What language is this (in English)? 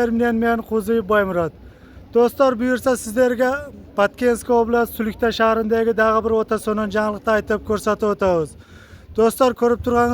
Uzbek